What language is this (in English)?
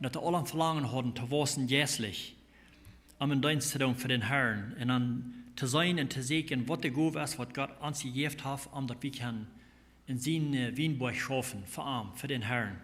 Plautdietsch